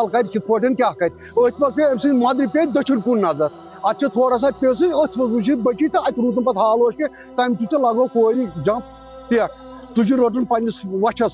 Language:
Kashmiri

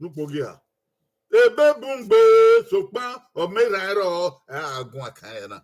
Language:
Bini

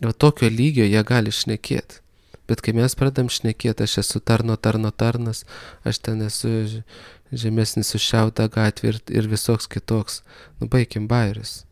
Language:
Lithuanian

